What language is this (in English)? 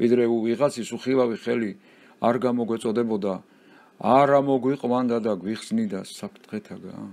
Georgian